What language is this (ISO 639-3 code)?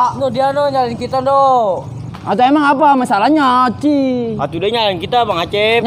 bew